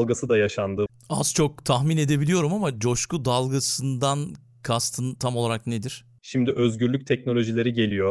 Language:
Turkish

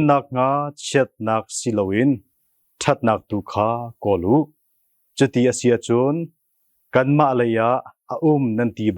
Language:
Hakha Chin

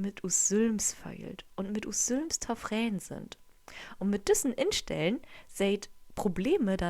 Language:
Low German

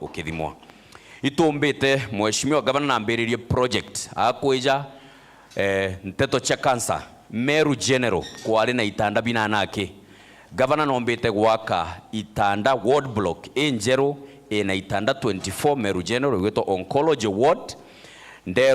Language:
Meru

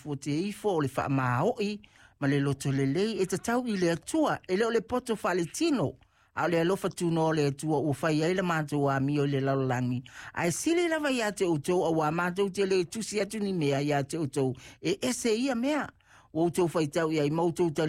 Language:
Samoan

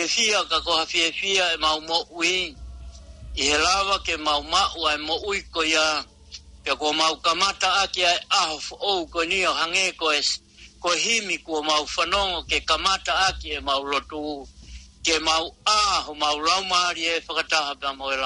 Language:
Tongan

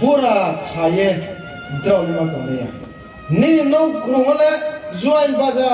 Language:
Riang (India)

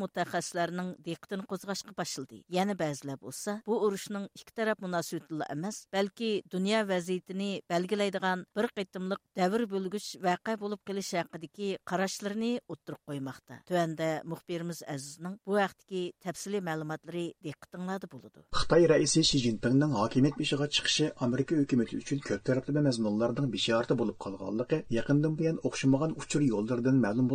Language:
Uyghur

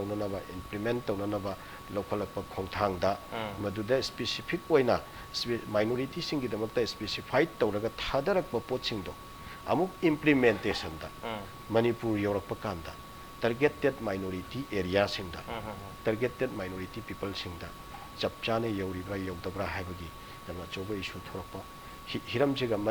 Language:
Manipuri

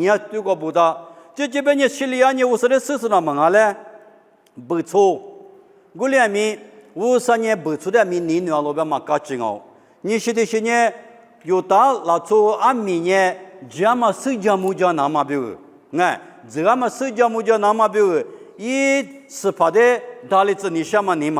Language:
Lisu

